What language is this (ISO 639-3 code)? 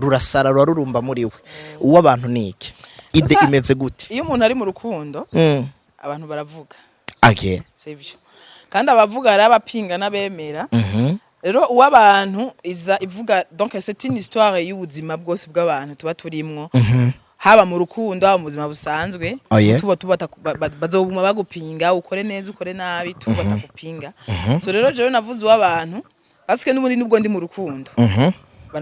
run